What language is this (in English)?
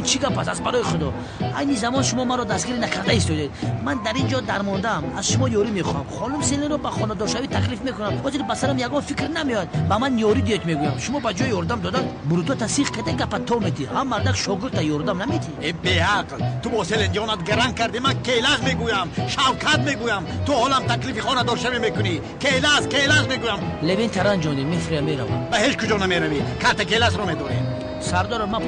Tajik